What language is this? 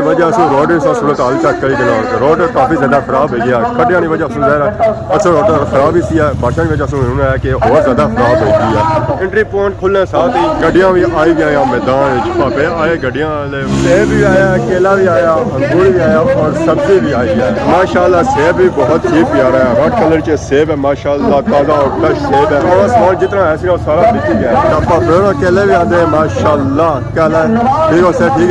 Pahari-Potwari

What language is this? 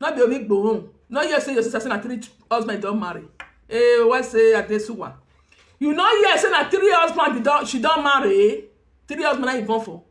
Nigerian Pidgin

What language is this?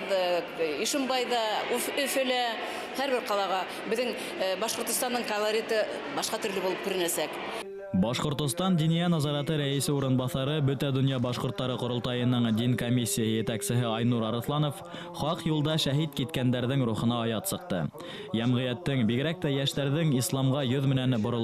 Bashkir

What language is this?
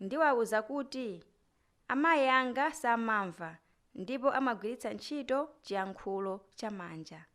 Nyanja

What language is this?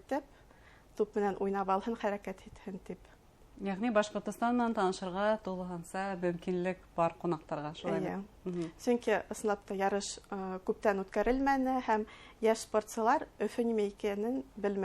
Bashkir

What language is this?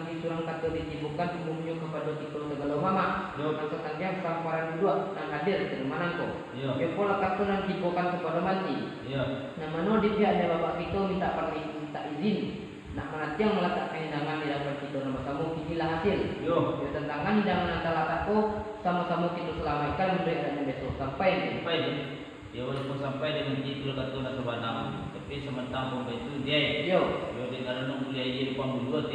Minangkabau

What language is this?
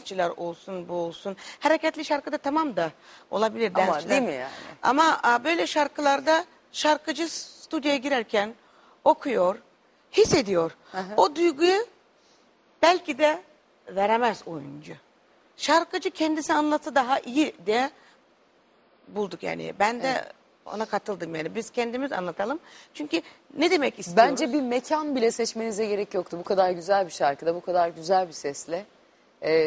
Turkish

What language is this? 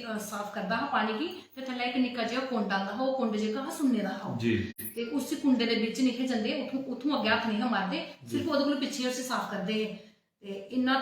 Dogri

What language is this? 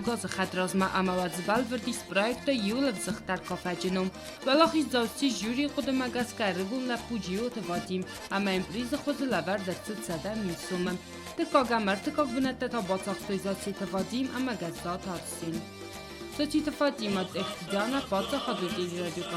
Ossetic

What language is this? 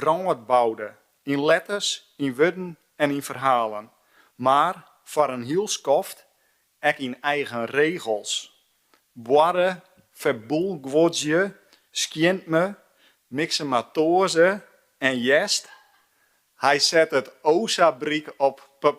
Western Frisian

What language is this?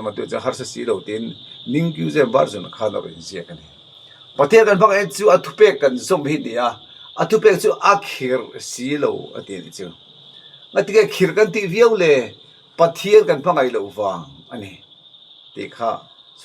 Mizo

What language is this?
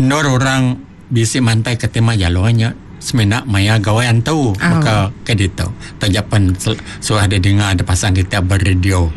Iban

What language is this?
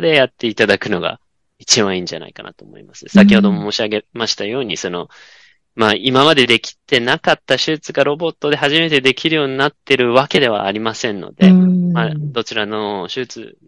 Japanese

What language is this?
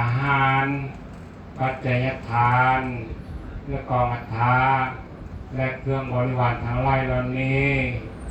Lao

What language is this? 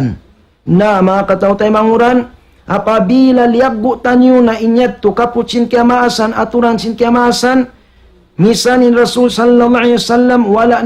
Tausug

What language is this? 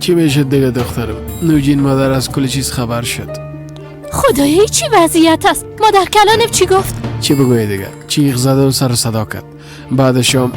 Persian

